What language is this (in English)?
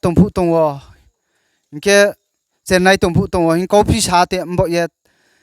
Riang (India)